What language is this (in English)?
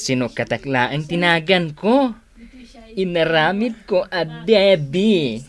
Iloko